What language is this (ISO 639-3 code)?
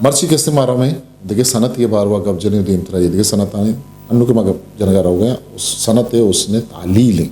bgp